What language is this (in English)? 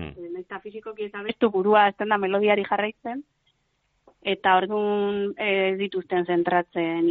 Basque